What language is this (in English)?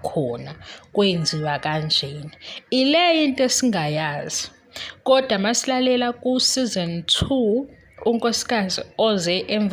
Zulu